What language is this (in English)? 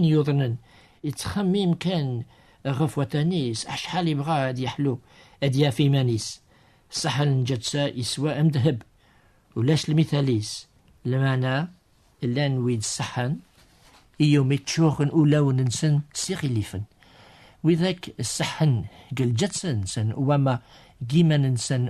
Kabyle